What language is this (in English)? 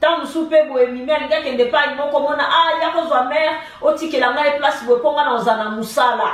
Lingala